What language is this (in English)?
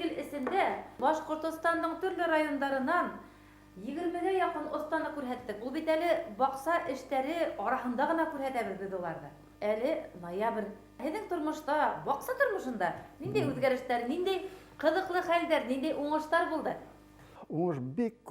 Bashkir